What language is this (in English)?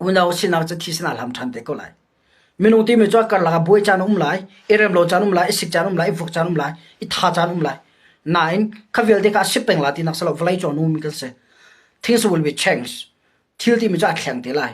Hakha Chin